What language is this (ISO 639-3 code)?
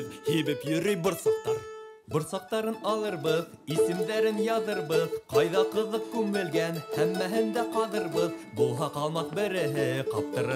bak